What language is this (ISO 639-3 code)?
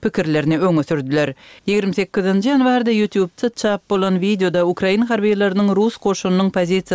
tuk